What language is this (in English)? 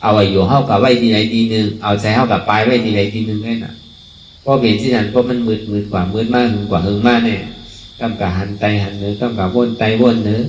Shan